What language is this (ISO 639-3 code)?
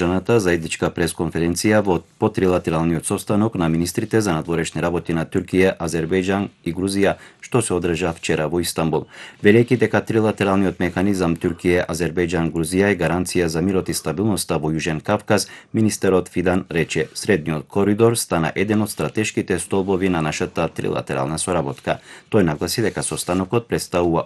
mkd